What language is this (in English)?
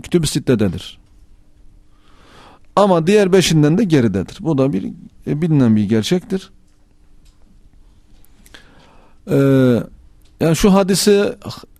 Turkish